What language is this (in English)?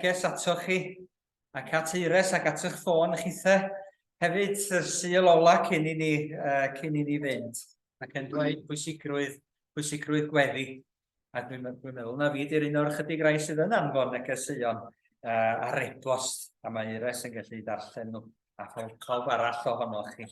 Welsh